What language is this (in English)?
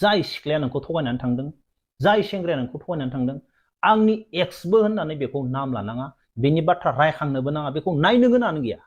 Bodo